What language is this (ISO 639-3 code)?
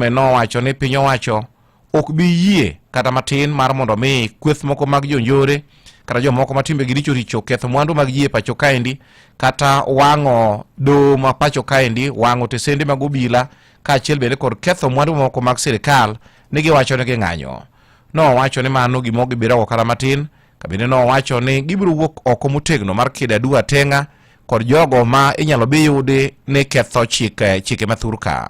luo